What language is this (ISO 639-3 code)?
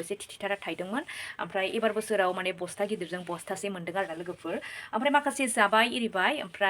brx